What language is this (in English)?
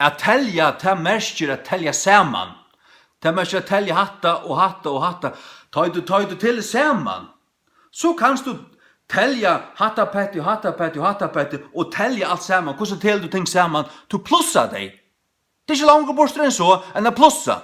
Faroese